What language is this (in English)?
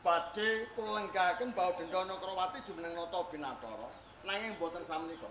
Javanese